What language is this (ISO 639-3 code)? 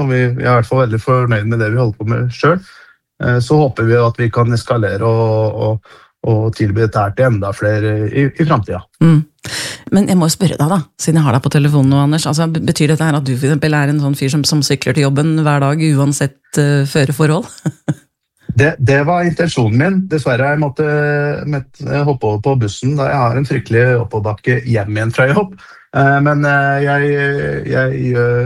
nor